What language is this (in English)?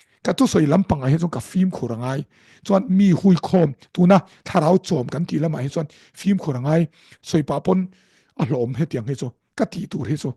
Mizo